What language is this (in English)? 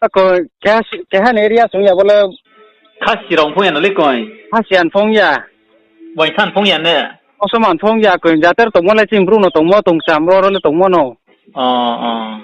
Riang (India)